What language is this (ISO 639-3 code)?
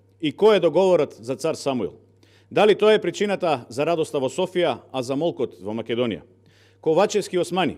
mkd